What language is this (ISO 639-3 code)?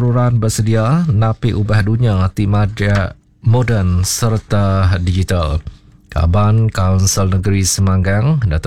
iba